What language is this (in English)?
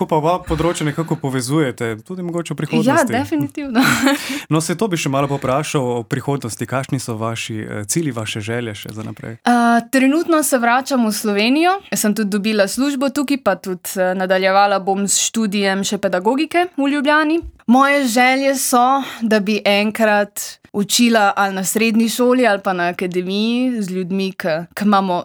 Slovenian